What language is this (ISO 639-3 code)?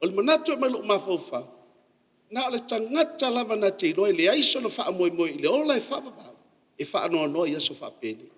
smo